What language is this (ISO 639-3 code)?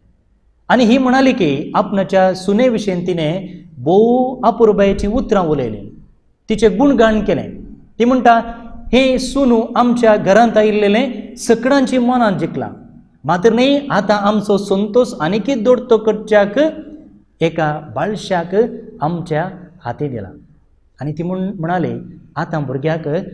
kok